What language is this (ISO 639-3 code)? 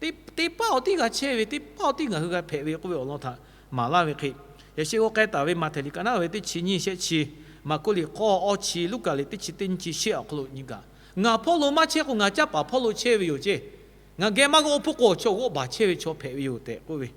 lhu